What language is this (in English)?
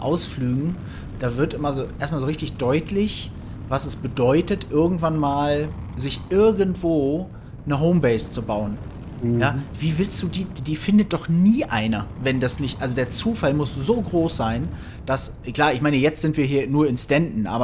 German